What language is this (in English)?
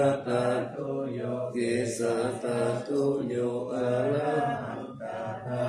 Pali